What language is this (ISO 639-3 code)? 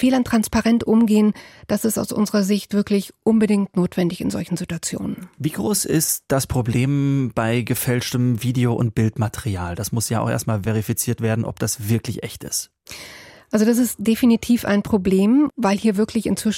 deu